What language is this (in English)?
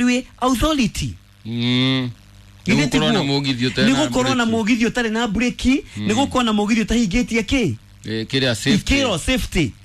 Kikuyu